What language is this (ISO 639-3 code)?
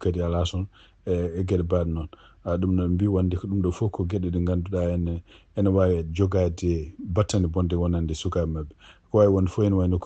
ful